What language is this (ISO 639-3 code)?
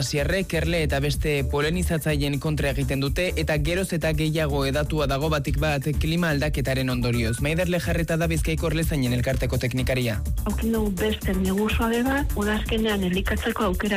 eus